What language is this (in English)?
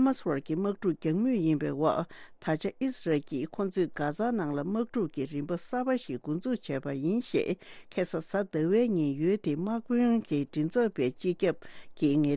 Tibetan